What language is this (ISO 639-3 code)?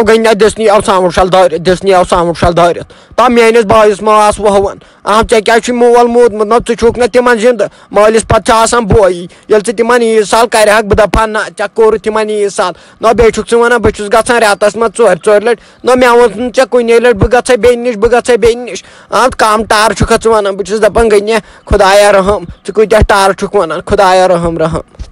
kas